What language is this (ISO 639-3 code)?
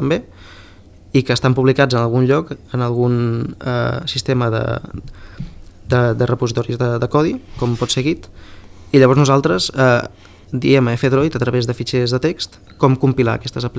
cat